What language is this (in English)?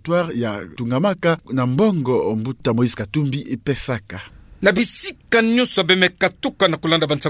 Kituba (Democratic Republic of Congo)